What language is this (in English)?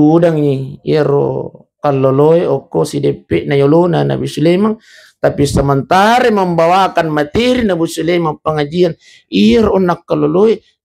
Buginese